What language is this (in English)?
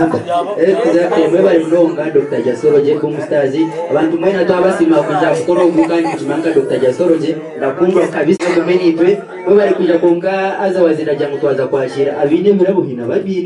Nyankole